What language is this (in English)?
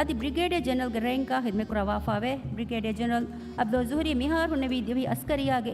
Divehi